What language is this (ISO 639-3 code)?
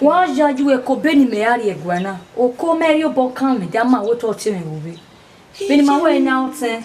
bin